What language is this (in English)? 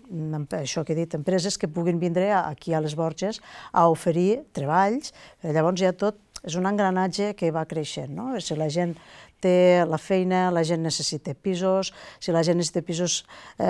Catalan